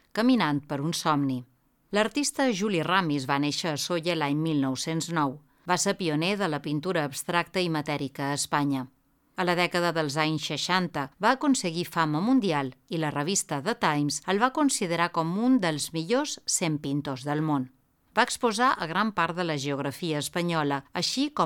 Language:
Catalan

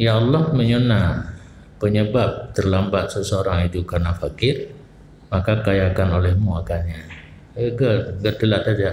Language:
Achinese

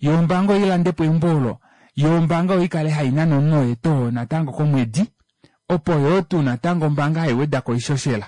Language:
Kuanyama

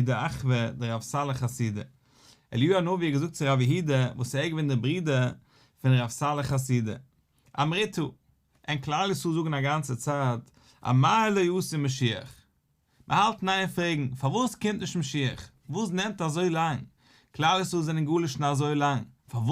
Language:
Yiddish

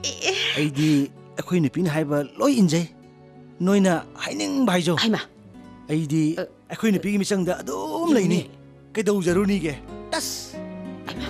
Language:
Manipuri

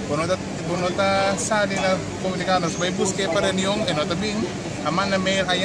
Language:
Papiamento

